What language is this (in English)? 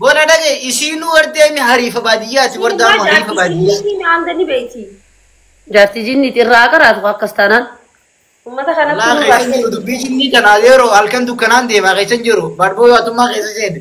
Oromo